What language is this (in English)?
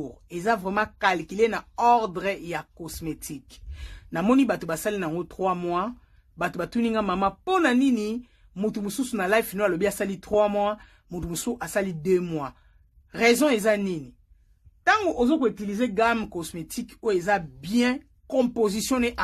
Lingala